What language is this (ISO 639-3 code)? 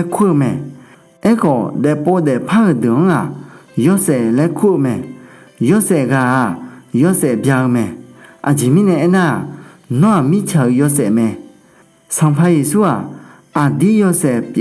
ahk